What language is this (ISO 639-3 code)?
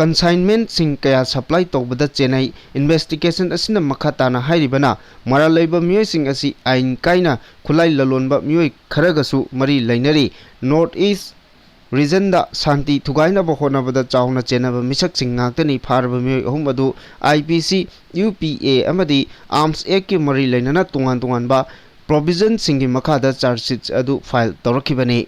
mni